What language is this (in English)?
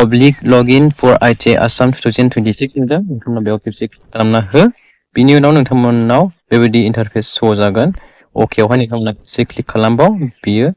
Bodo